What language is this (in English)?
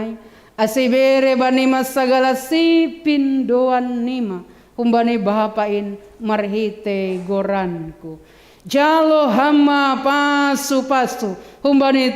Batak Simalungun